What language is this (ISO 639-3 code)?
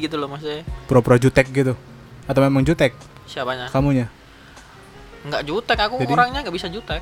ind